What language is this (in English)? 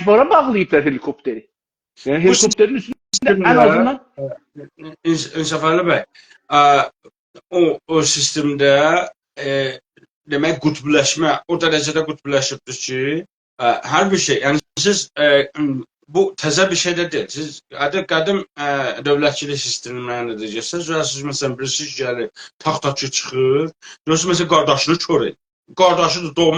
South Azerbaijani